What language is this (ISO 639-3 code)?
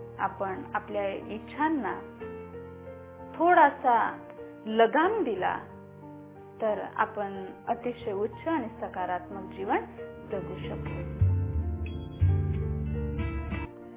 mar